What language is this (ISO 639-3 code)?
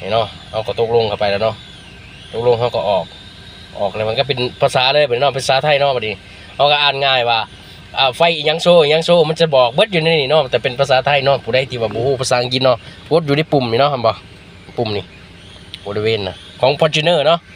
lao